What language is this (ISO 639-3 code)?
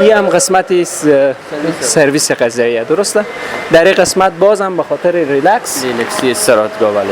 fas